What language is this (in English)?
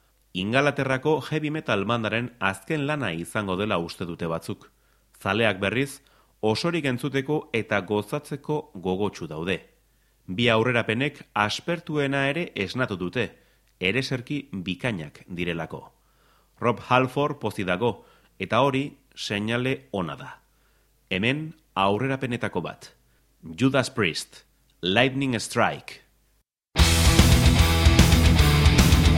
Basque